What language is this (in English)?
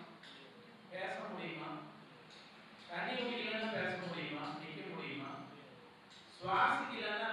Tamil